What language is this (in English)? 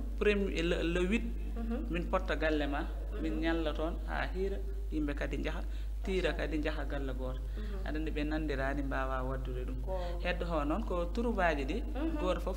Fula